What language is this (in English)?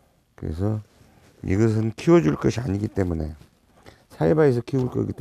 Korean